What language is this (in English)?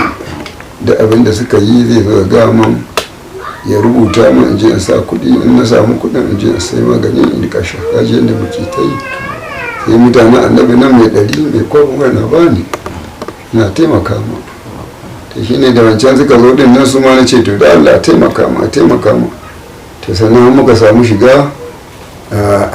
Hausa